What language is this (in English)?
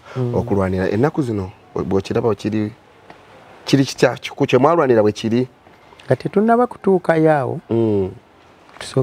Ganda